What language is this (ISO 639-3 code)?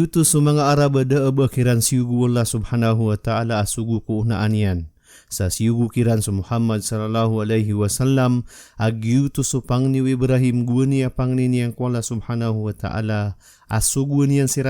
mrw